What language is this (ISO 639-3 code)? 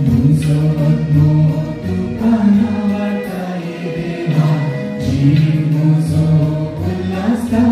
kok